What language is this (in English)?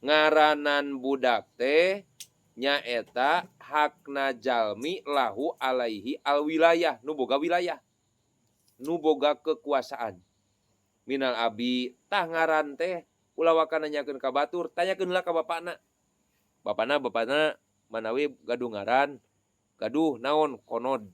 Sundanese